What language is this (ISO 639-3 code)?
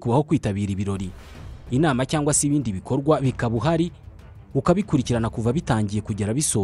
kin